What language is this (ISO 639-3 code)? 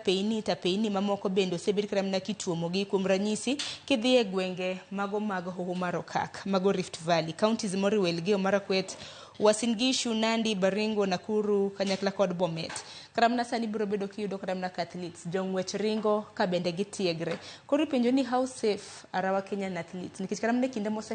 luo